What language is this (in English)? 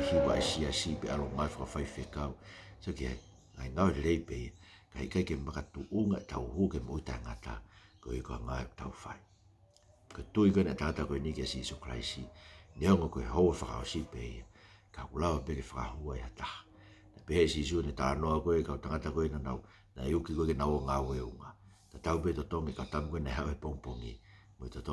Tongan